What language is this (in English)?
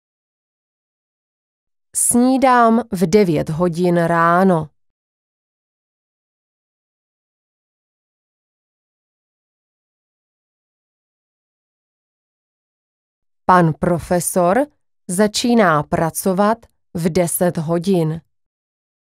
Czech